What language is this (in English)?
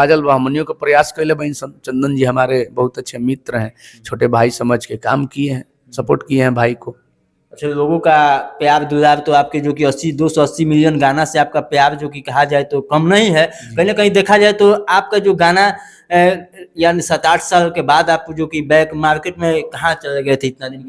Bhojpuri